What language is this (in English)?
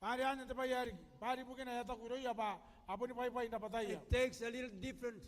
Gilbertese